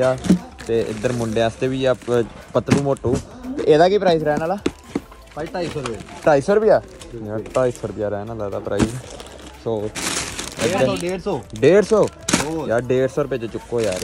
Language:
Punjabi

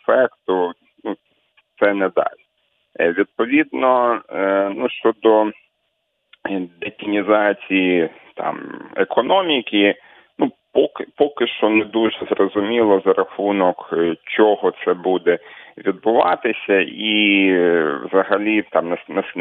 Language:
Ukrainian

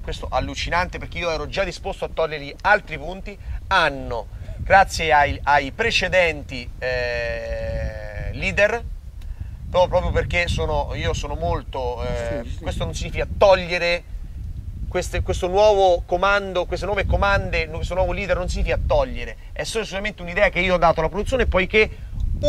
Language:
Italian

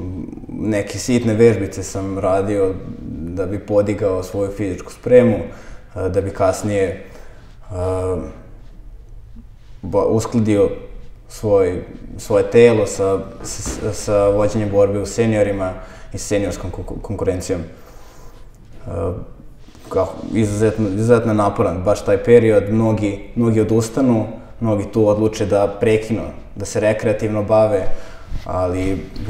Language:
Serbian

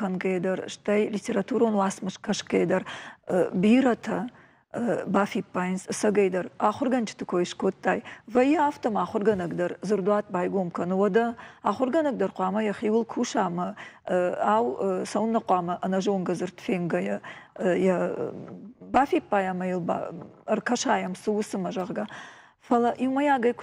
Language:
Ossetic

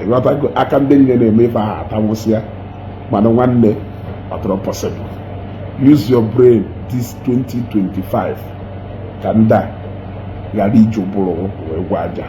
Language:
Igbo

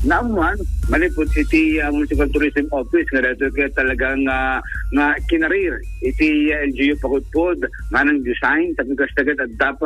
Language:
Iloko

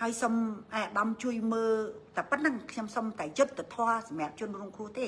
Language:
Khmer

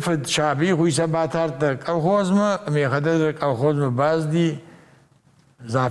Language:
Ossetic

